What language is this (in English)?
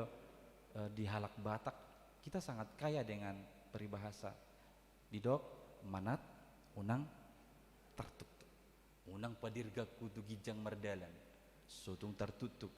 Batak Toba